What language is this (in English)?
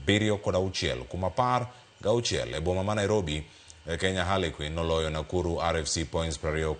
Luo (Kenya and Tanzania)